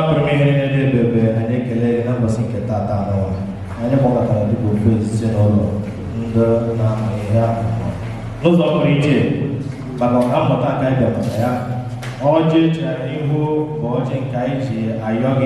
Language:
Igbo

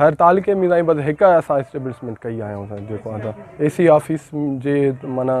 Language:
Sindhi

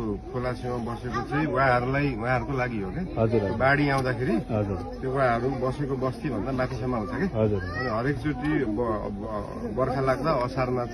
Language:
Nepali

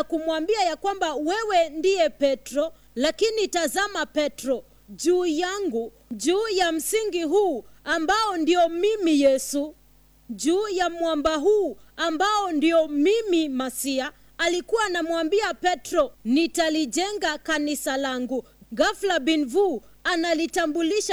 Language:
Swahili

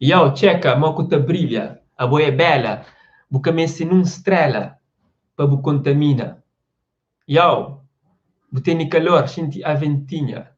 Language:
Kabuverdianu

